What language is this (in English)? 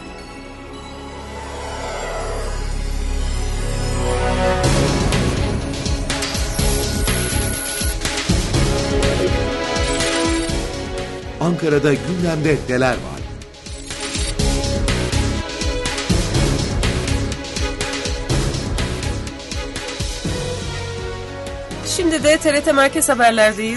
Turkish